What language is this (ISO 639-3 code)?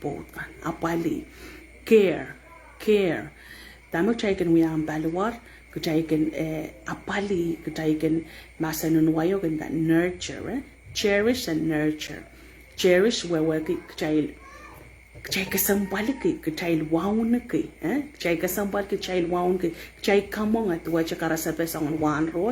pon